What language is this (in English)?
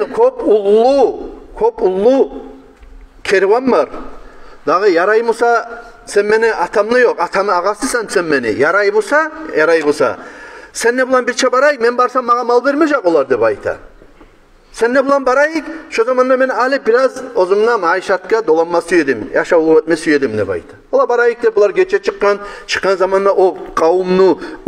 Kumyk